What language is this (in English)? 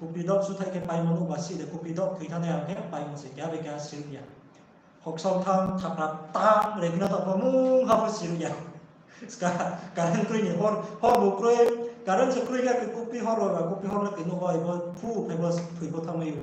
Riang (India)